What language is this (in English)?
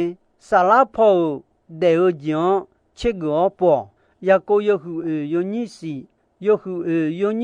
Akha